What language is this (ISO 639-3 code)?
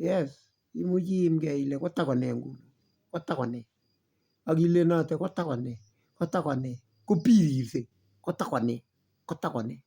kln